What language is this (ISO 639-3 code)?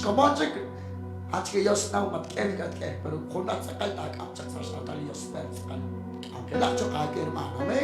kek